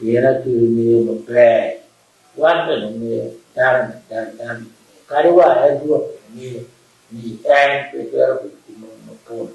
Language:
Acoli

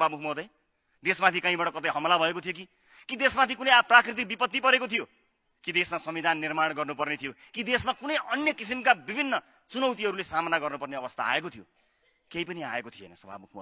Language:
Nepali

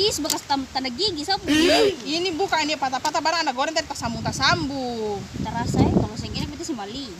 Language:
Ambonese Malay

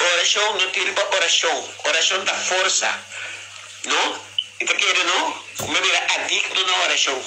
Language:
Papiamento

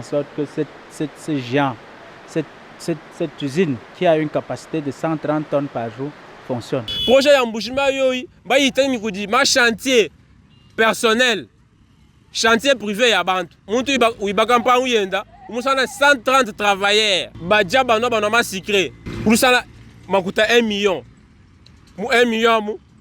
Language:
Luba-Lulua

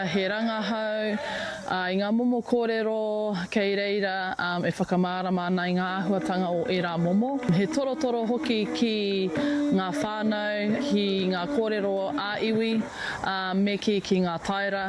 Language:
Māori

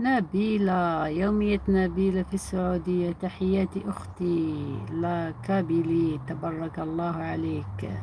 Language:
Algerian Arabic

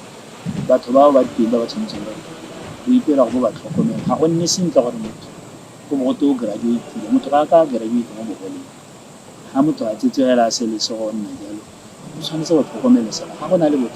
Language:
Tswana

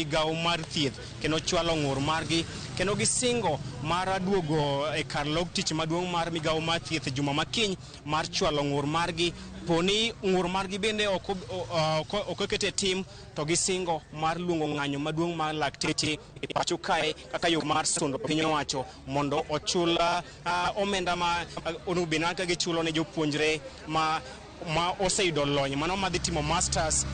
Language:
Luo (Kenya and Tanzania)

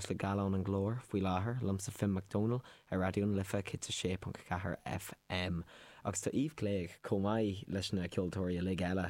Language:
Irish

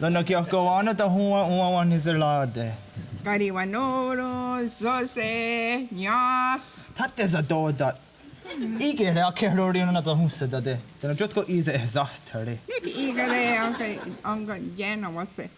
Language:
Mohawk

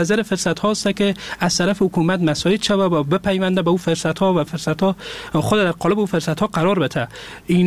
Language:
Persian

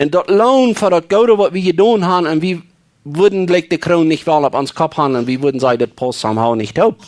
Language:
Plautdietsch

